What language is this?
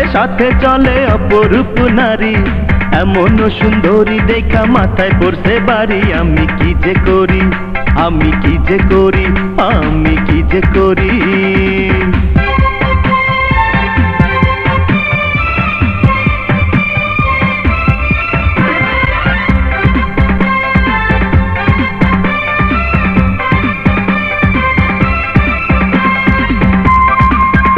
Bangla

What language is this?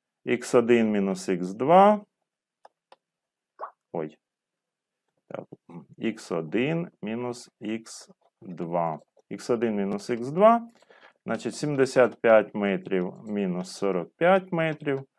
Ukrainian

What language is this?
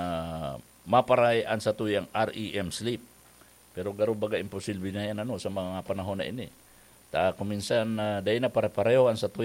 Bikol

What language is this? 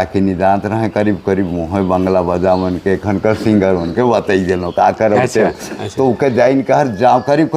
Sadri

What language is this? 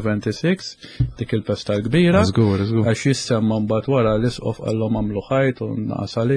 Maltese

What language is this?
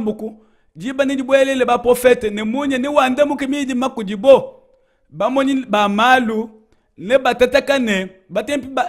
Luba-Lulua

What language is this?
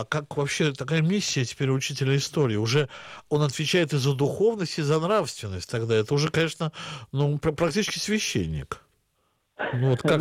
Russian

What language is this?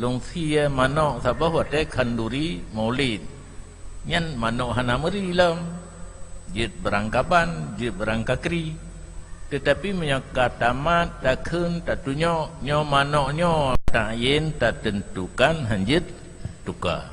Achinese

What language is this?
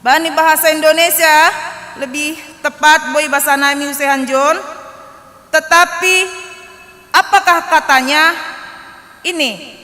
Batak Simalungun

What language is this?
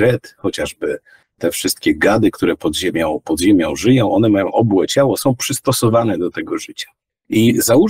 Polish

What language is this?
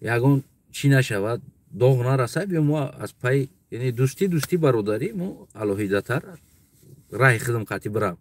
Tajik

